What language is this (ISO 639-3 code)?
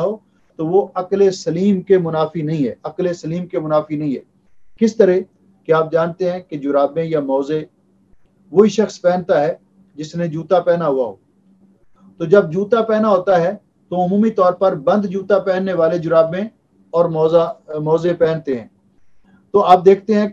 urd